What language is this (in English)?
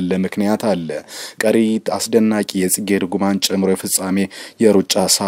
Amharic